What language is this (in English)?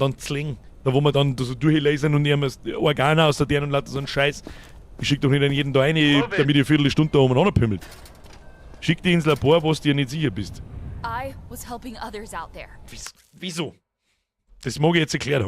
Bavarian